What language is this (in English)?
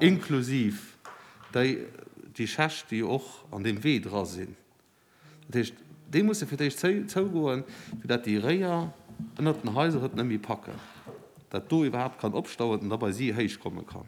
Luxembourgish